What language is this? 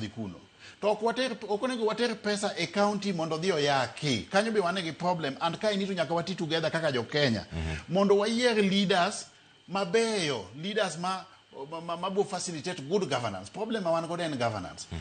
Luo (Kenya and Tanzania)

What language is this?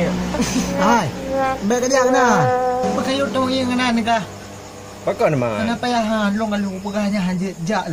Achinese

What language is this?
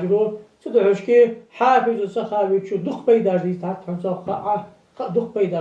Ingush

